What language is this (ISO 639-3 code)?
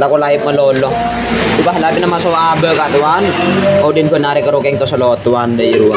mad